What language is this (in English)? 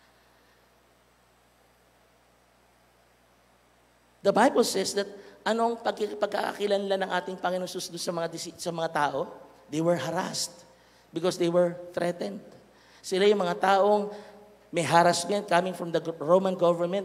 Filipino